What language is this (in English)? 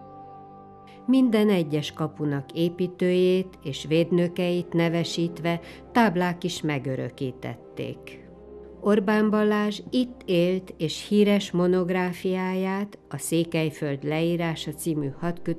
Hungarian